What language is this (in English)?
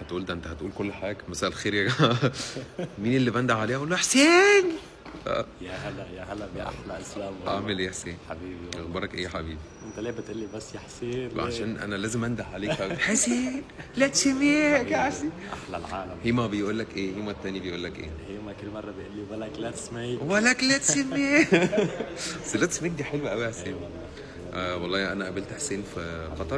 Egyptian Arabic